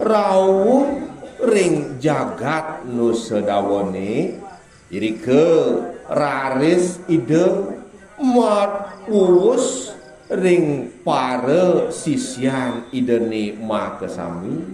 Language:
Balinese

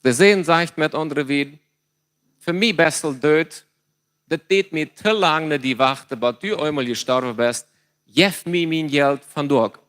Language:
Plautdietsch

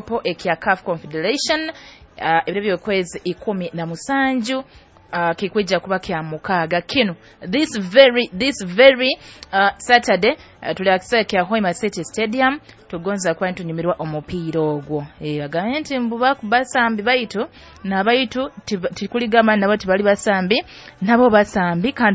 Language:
Nyoro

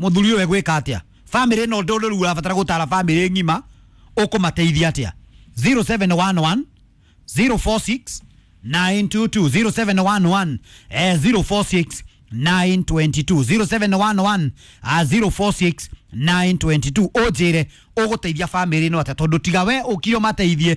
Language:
Kikuyu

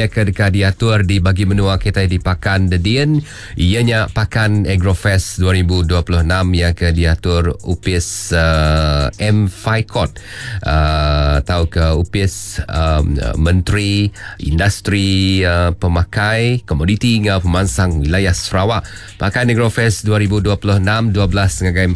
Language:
Iban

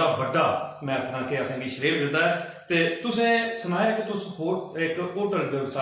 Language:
Dogri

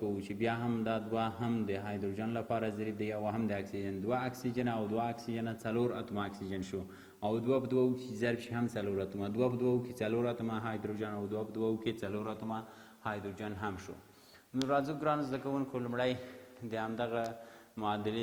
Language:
Pashto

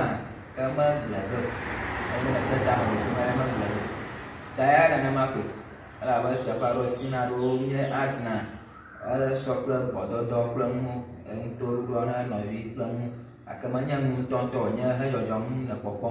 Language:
Ewe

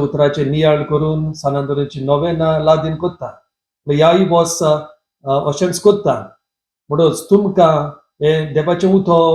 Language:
Konkani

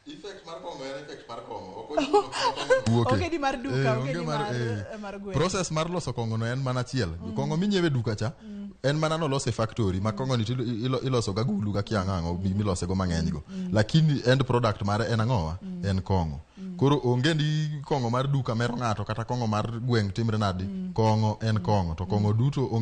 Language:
Luo (Kenya and Tanzania)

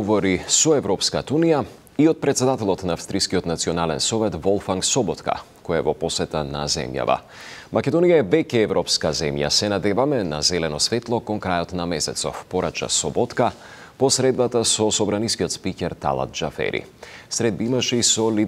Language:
Macedonian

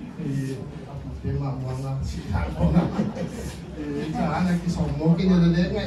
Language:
Paite Chin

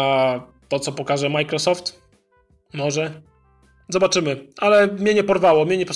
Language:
Polish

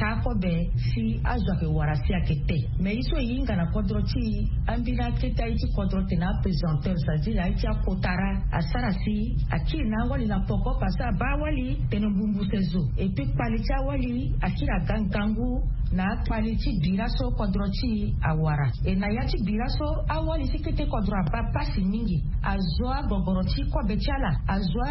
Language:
Sango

